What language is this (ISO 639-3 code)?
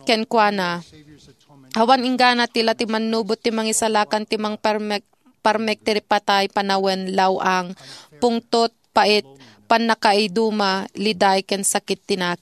ilo